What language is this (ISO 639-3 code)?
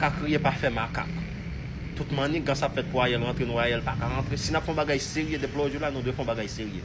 hat